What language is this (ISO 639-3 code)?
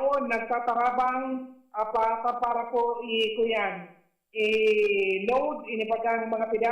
bik